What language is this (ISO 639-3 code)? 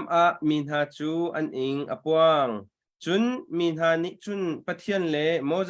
cnh